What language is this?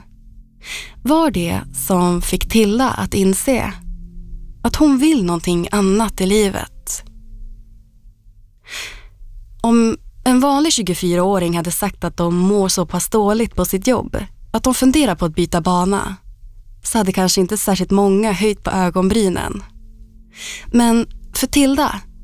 Swedish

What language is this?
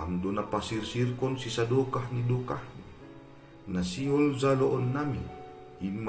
Batak Simalungun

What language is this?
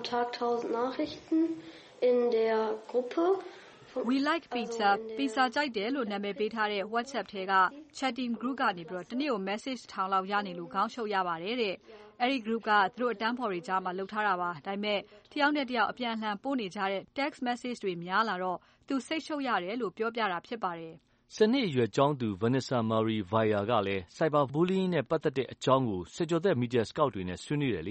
Burmese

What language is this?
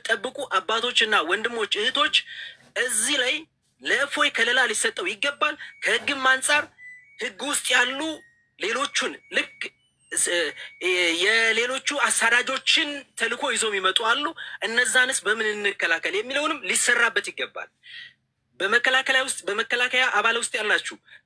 Amharic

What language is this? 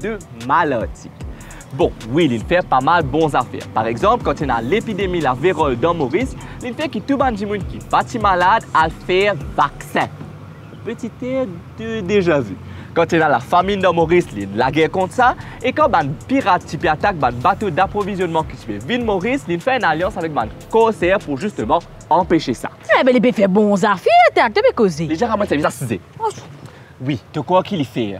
Morisyen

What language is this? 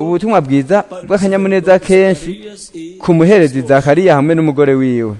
Rundi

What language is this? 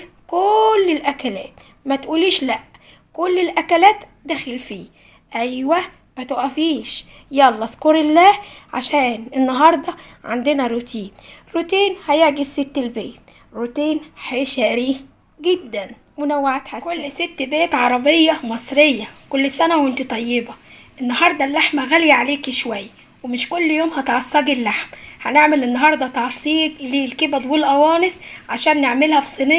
Egyptian Arabic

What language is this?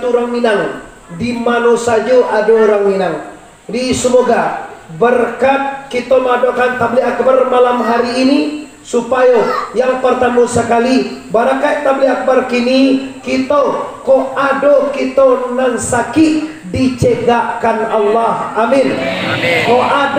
Minangkabau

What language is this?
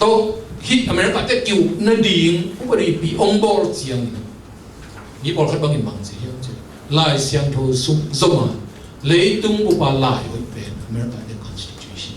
Tedim Chin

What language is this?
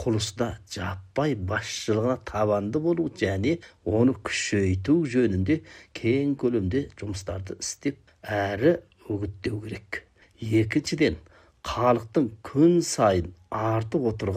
Kazakh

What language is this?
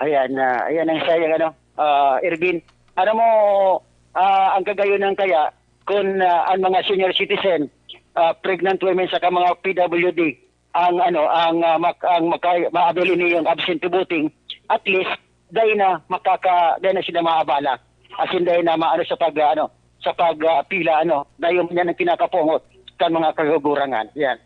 Bikol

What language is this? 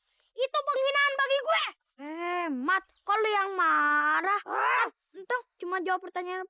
Betawi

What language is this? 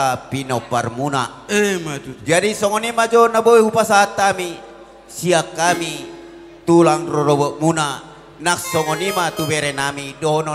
Batak Toba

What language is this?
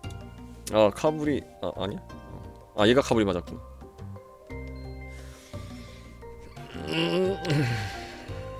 Korean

